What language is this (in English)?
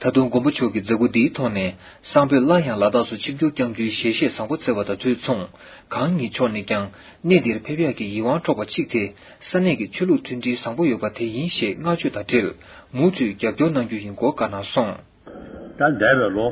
Tibetan